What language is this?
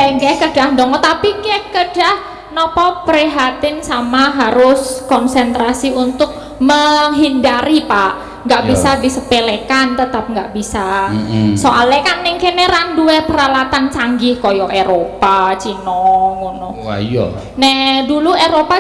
Javanese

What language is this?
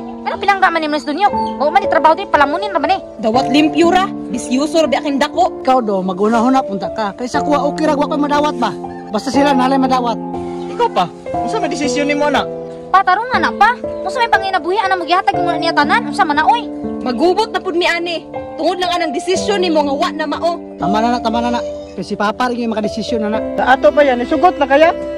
Cebuano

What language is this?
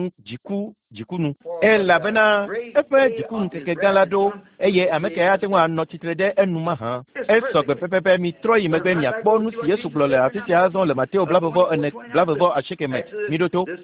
Ewe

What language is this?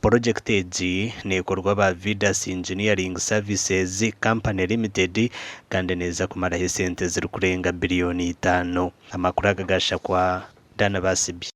Nyankole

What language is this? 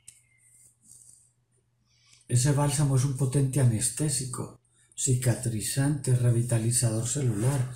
Spanish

